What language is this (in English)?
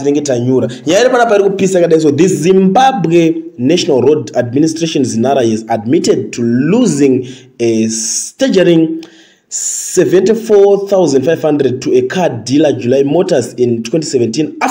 Shona